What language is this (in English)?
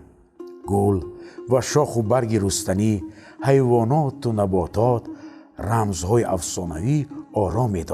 Tajik